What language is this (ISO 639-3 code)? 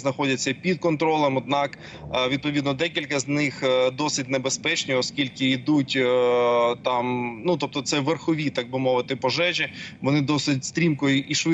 ukr